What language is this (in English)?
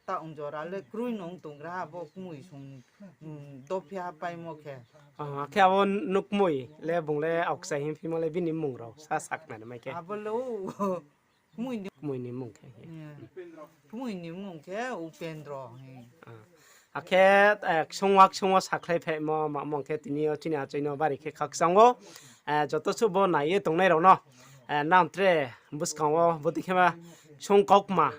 Riang (India)